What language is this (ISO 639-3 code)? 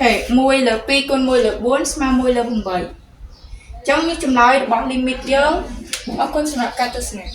khm